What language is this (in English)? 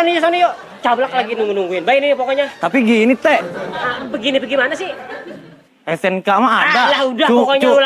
Betawi